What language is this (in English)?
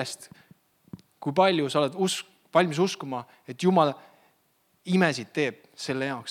Estonian